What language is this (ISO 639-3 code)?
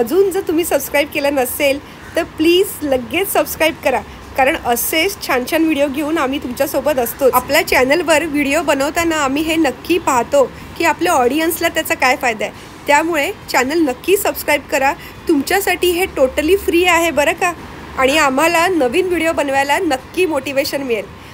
mar